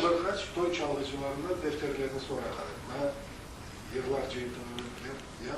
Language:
Crimean Tatar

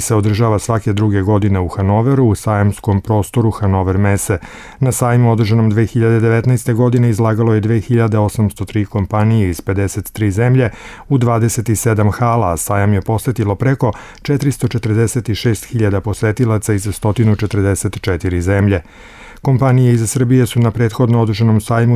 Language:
Serbian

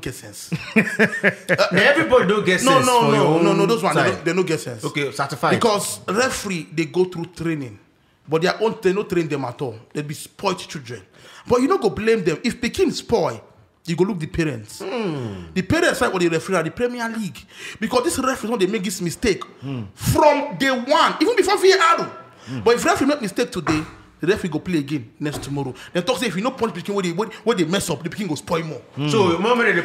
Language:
Nigerian Pidgin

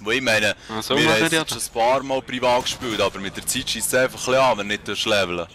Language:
Swiss German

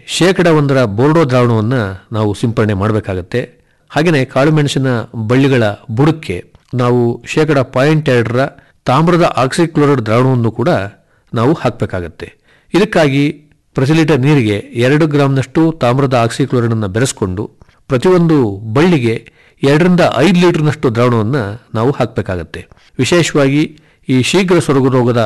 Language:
Kannada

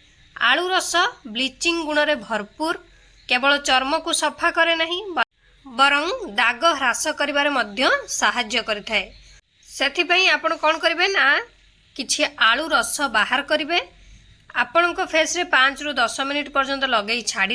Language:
Odia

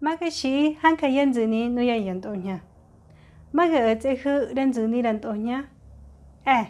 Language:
Mezquital Otomi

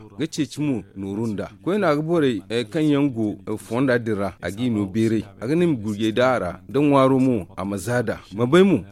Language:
Zarma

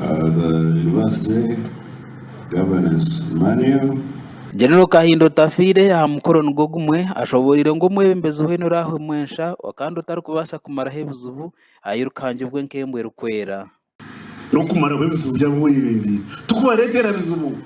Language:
Nyankole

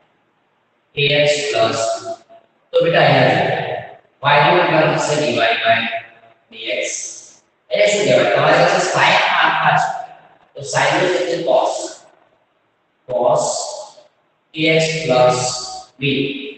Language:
Gujarati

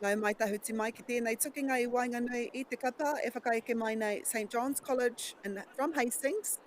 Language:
Māori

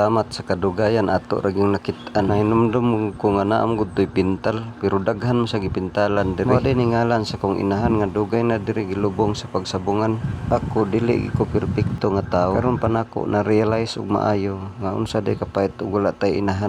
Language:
Cebuano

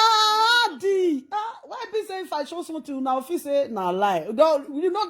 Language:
Nigerian Pidgin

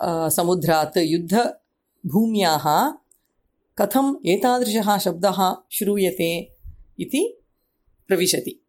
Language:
Sanskrit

